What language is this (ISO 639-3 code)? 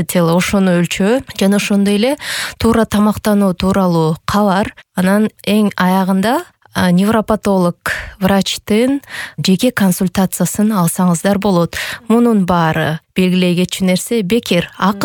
kir